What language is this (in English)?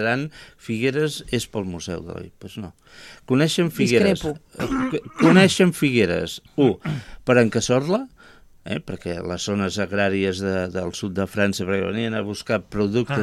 Catalan